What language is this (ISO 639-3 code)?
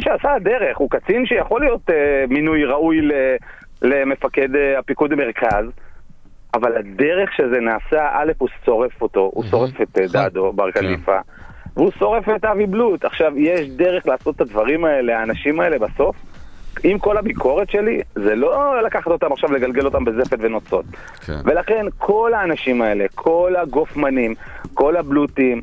heb